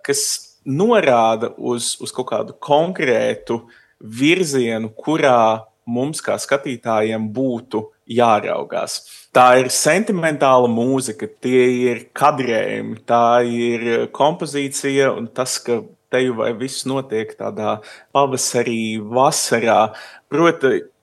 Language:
Latvian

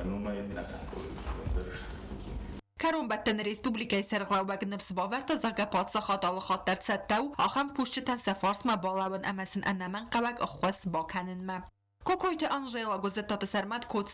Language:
Ossetic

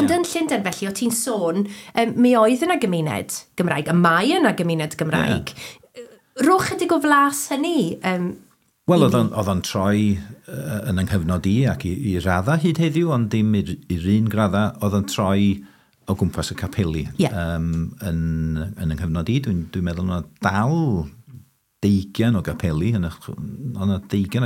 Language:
Welsh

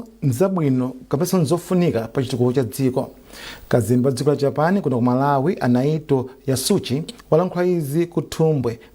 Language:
Nyanja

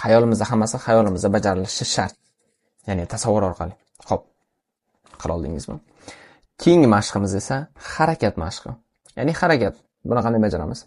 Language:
Uzbek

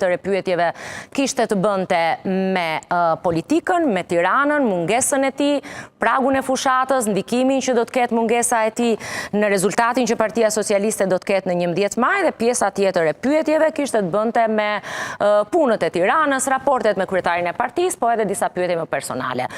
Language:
Albanian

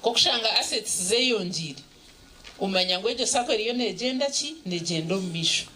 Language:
Nyankole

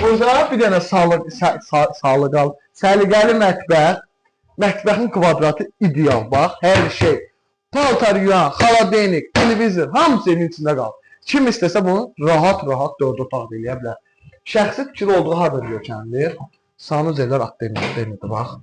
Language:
Azerbaijani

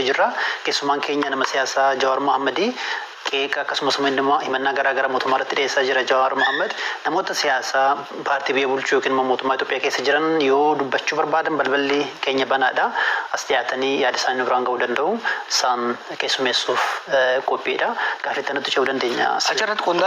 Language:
Oromo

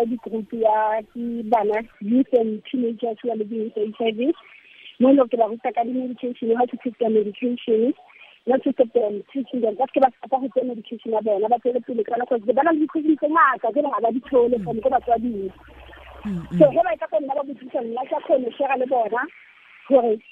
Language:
Tswana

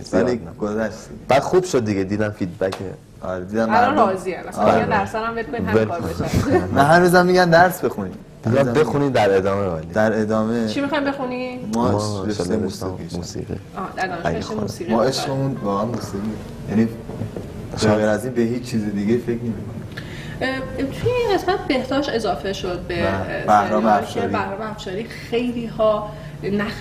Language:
Persian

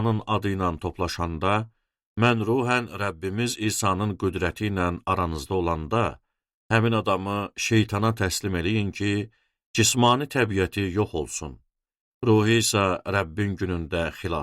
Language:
Azerbaijani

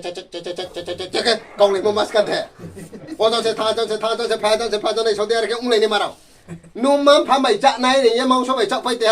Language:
Riang (India)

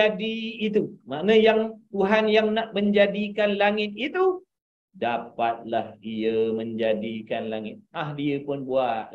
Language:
Malay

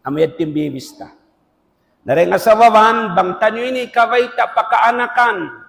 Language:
Tausug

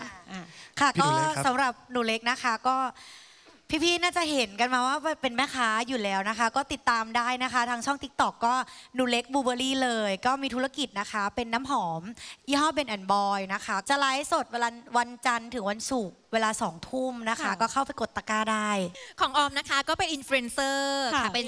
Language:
Thai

